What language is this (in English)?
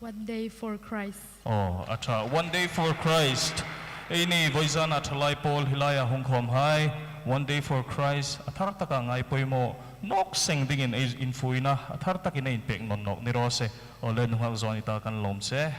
Hmar